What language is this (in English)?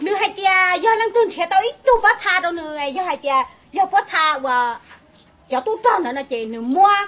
Hmong